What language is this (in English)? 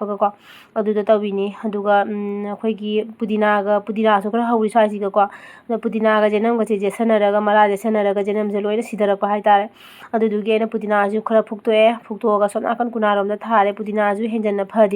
Manipuri